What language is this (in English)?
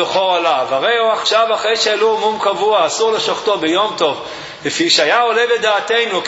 Hebrew